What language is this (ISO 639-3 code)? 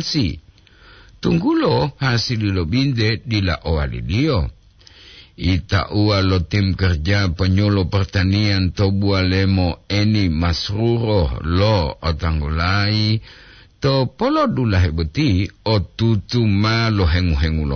gor